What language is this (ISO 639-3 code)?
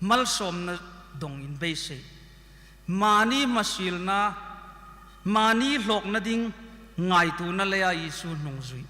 hmr